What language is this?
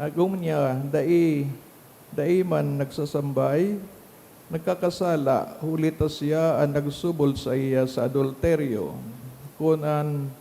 Bikol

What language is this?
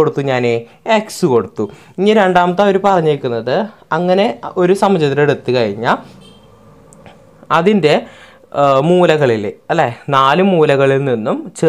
Malayalam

